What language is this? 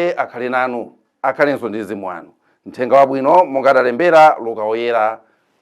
Nyanja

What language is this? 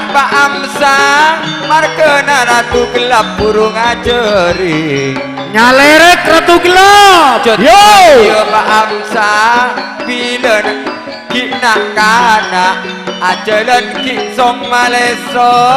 Madurese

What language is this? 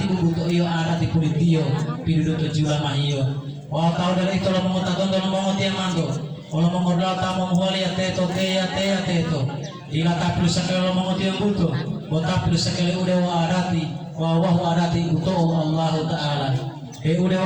Gorontalo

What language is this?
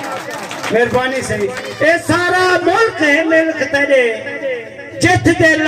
Saraiki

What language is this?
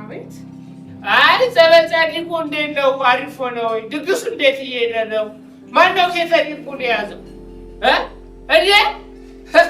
Amharic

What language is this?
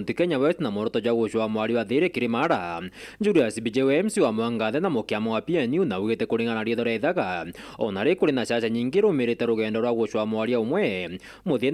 Meru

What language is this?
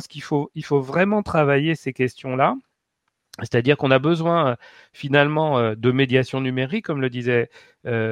French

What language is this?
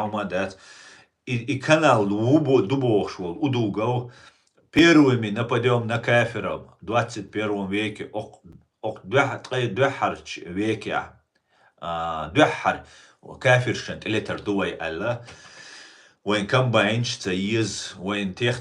Chechen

